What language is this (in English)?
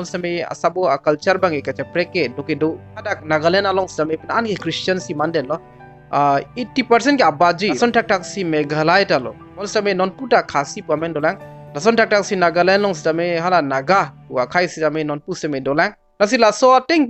Karbi